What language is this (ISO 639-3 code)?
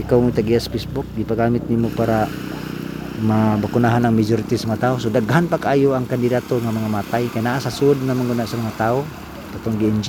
ceb